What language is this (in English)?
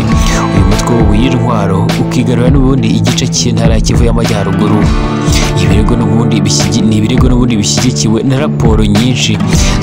Kinyarwanda